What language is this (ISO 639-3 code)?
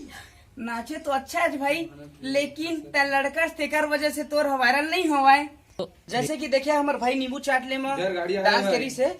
hne